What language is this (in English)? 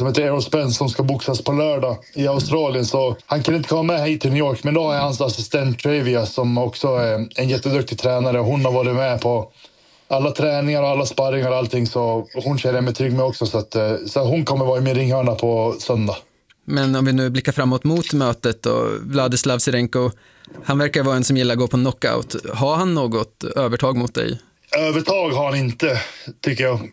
Swedish